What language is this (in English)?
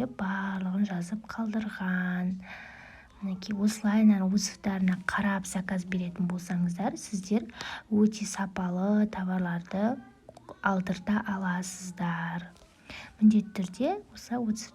Kazakh